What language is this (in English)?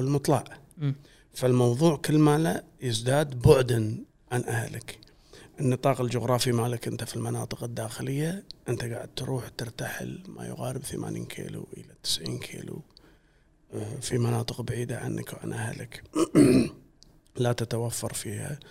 Gulf Arabic